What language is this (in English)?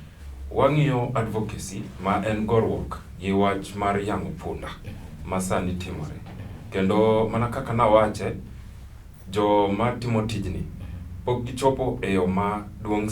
Luo (Kenya and Tanzania)